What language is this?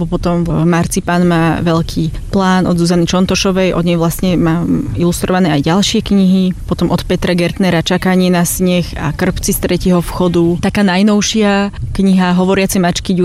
Slovak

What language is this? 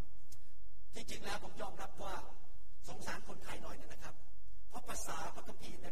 Thai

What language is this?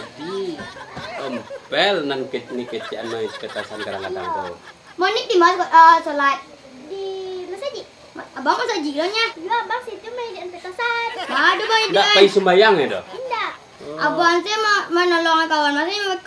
Minangkabau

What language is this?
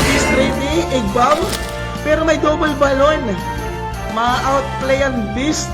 Waray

